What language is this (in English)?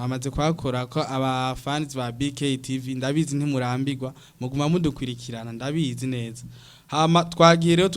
Rundi